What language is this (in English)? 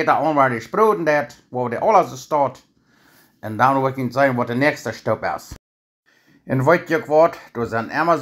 Plautdietsch